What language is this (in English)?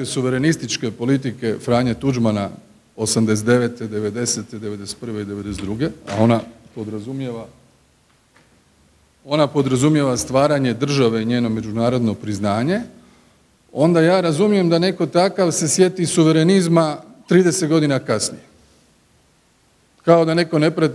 Croatian